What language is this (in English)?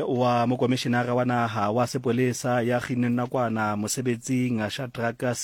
Tswana